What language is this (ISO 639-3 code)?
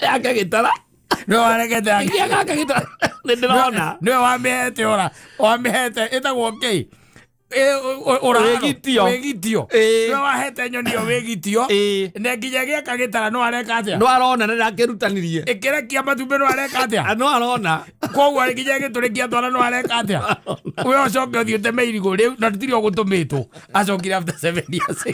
kik